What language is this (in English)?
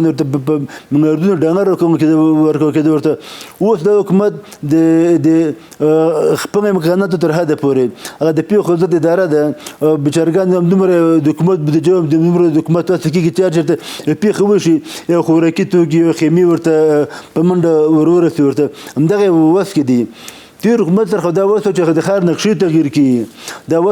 Pashto